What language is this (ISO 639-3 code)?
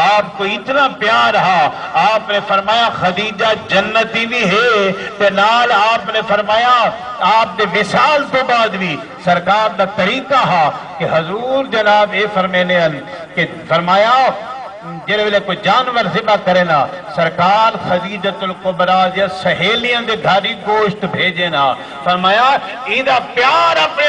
skr